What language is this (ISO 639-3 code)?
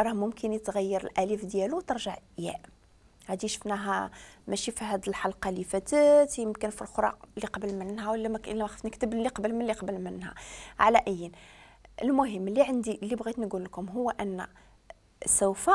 ary